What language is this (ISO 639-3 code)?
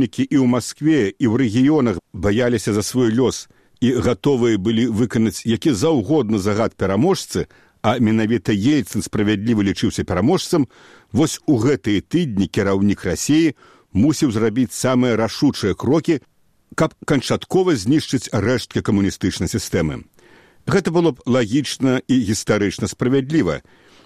bel